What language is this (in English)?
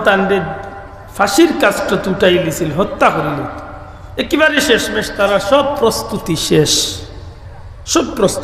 Sylheti